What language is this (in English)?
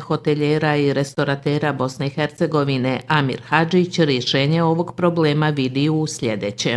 Bosnian